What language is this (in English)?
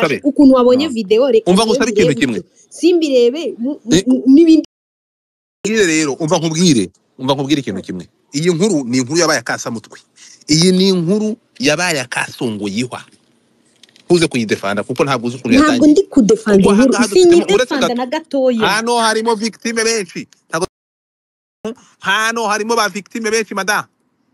Kinyarwanda